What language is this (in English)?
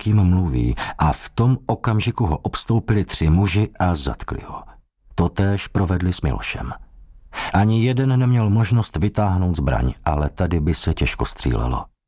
Czech